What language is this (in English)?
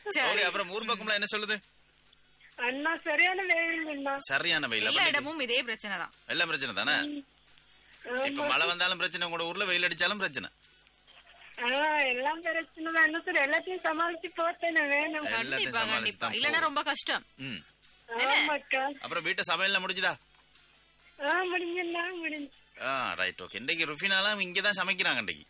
Tamil